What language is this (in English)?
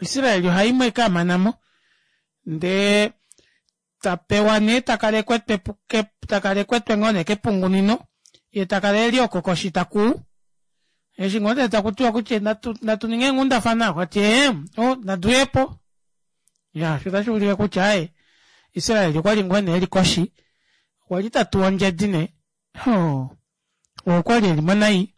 Kuanyama